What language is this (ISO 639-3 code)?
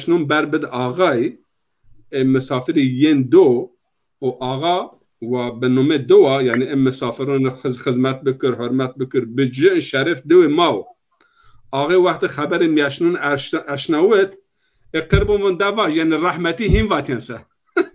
zza